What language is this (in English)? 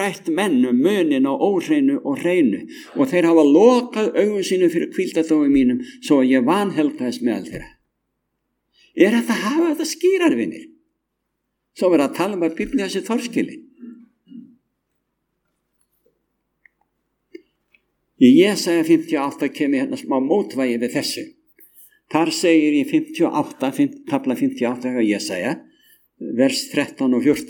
Icelandic